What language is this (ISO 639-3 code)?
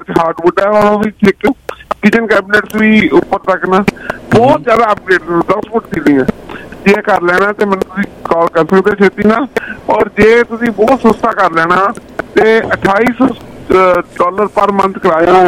pan